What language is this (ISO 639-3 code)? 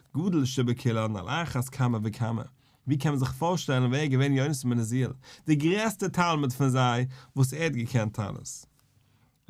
yid